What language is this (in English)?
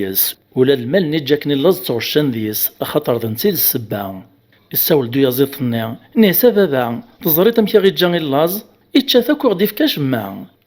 Kabyle